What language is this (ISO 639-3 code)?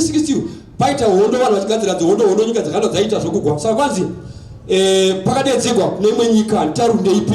sna